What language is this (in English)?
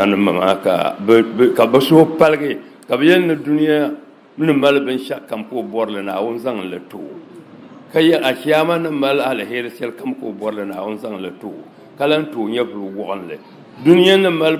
Dagbani